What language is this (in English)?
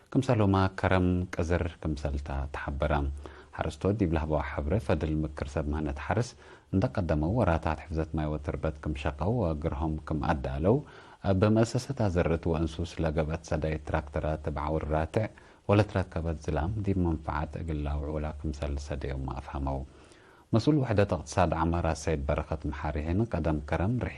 Tigre